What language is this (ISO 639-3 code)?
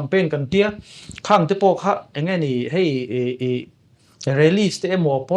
lus